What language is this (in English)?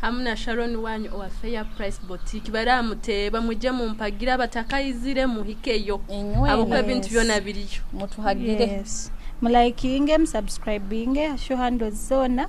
Nyoro